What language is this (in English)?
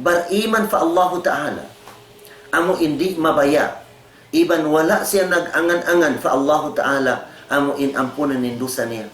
Tausug